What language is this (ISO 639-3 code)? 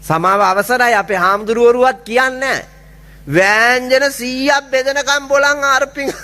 sin